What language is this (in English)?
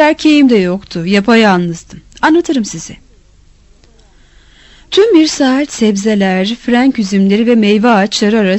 Turkish